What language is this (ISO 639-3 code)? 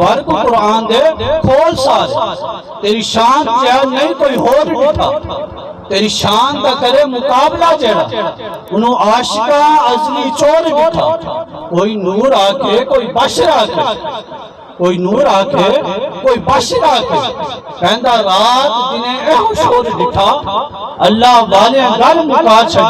skr